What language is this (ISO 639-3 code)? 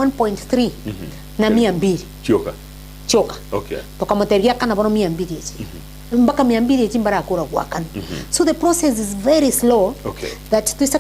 guz